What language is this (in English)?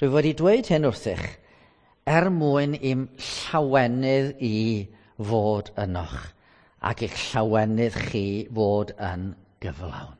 Welsh